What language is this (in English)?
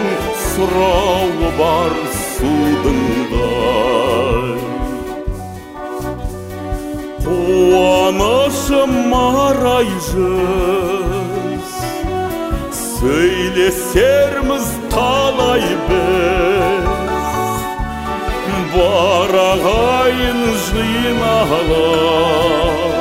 Kazakh